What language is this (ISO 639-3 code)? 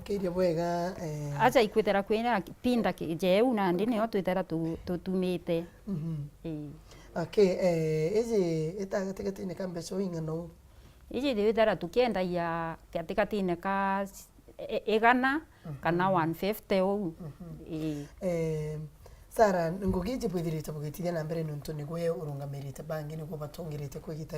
mer